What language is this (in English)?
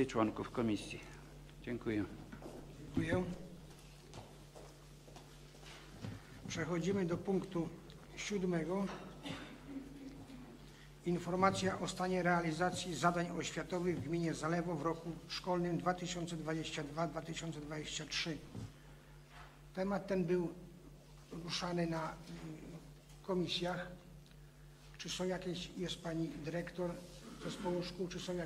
Polish